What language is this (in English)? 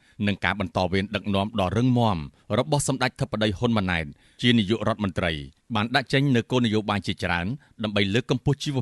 Khmer